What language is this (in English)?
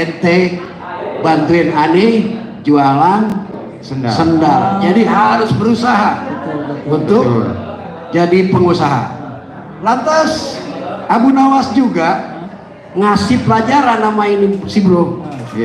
Betawi